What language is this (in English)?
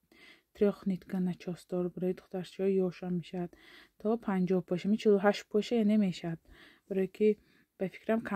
Tajik